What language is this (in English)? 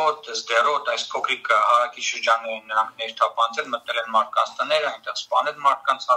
Armenian